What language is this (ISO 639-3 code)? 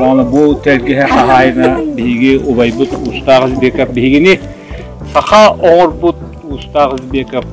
sah